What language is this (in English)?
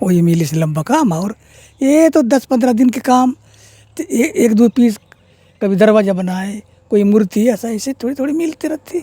Chhattisgarhi